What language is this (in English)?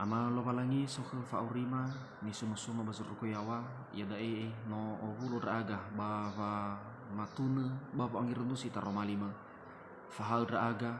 Nias